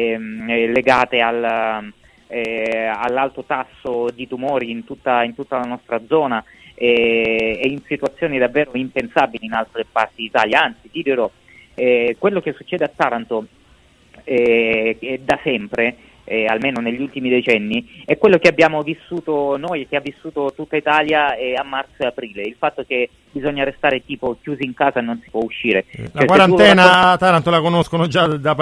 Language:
Italian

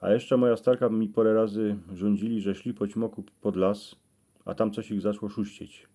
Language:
Silesian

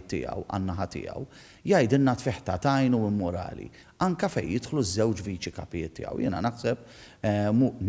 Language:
Maltese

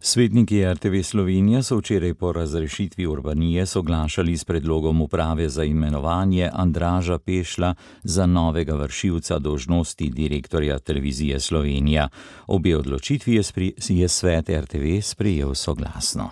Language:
Slovenian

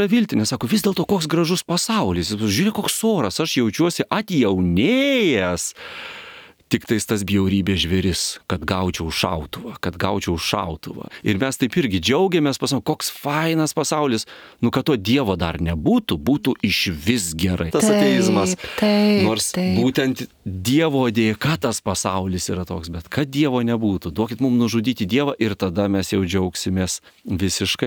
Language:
Lithuanian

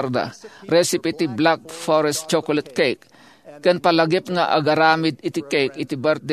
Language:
Iloko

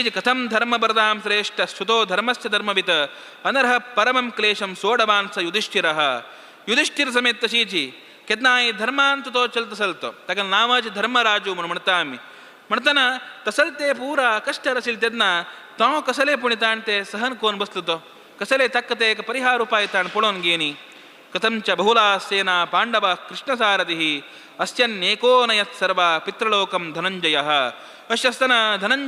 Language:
Konkani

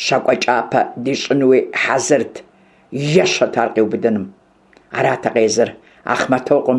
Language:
Kabardian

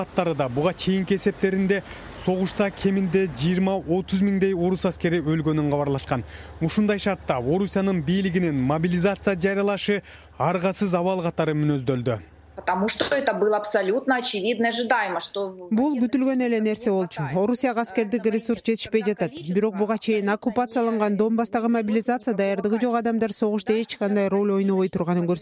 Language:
Kyrgyz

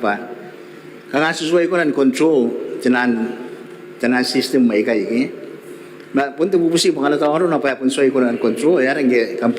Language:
Gilbertese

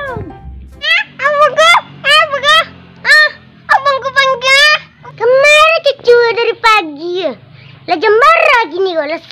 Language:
Minangkabau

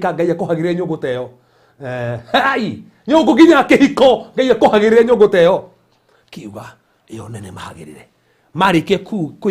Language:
Kikuyu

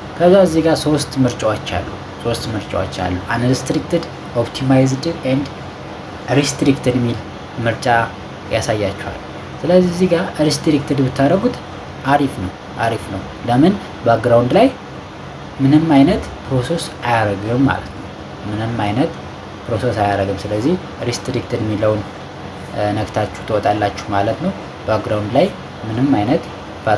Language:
Amharic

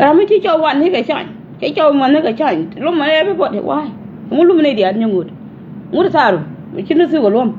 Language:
Nuer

